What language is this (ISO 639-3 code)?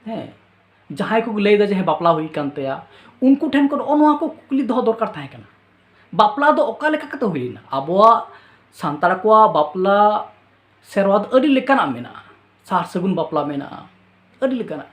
sat